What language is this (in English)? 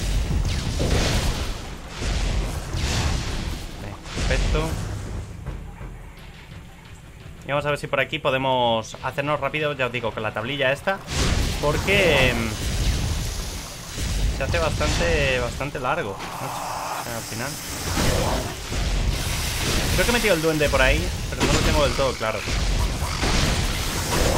Spanish